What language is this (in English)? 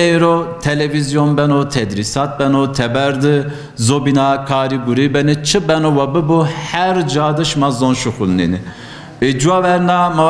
Zaza